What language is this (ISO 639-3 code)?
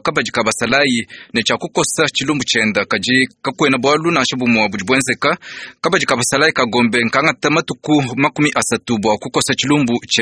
lua